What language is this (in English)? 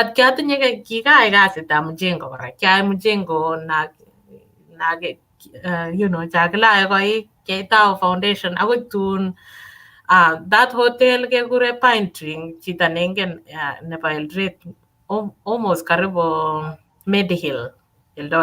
Kalenjin